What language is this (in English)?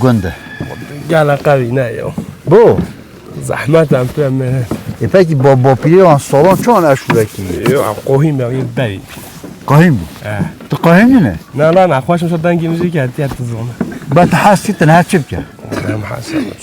Kurdish